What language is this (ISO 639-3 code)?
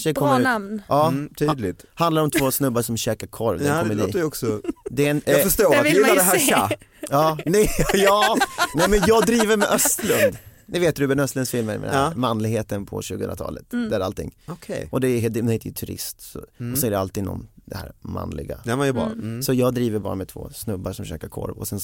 swe